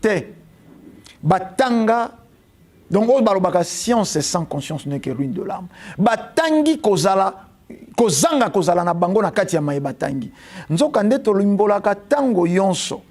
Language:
Lingala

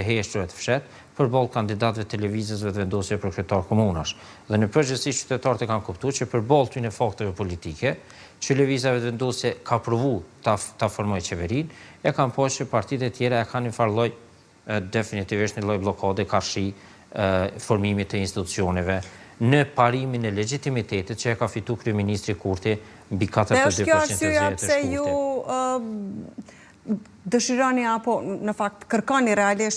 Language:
Albanian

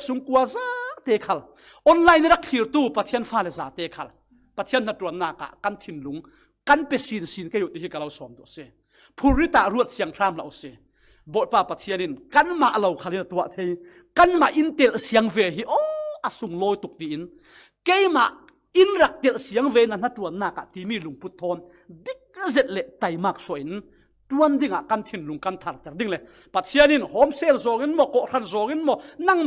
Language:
Falam Chin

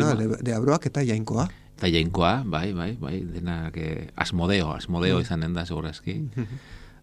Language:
Basque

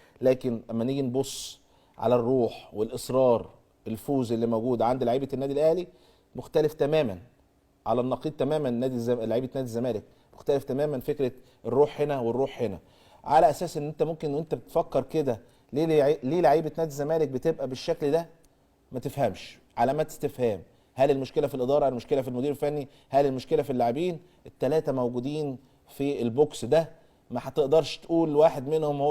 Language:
Egyptian Arabic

